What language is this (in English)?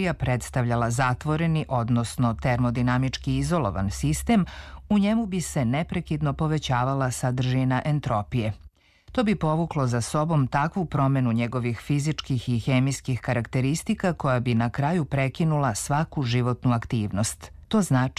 Serbian